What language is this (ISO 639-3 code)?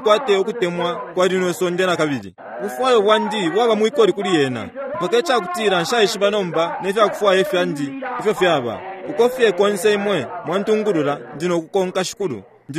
bem